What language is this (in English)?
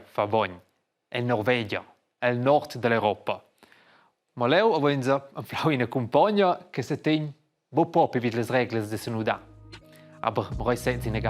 Romansh